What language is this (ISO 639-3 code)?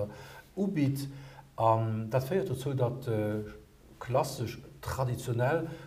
ltz